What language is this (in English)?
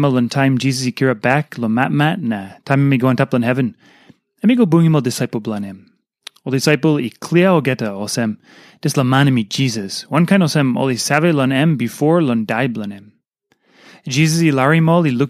Tok Pisin